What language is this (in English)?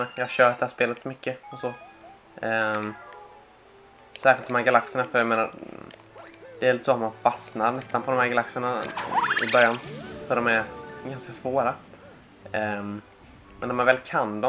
Swedish